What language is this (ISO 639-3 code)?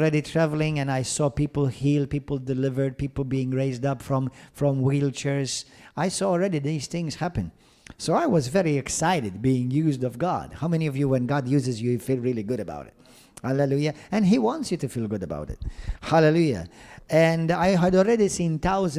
eng